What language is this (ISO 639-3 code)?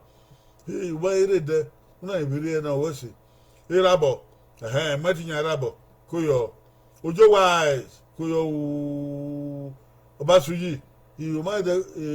bin